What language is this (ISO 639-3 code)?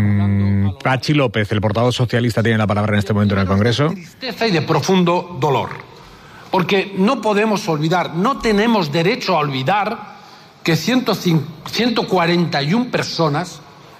spa